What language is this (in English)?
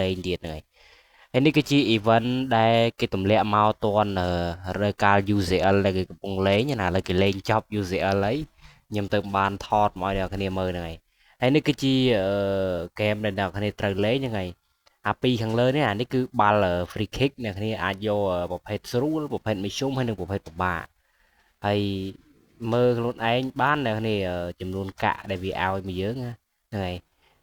Khmer